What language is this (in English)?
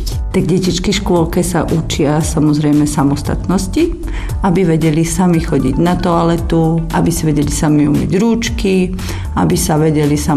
Slovak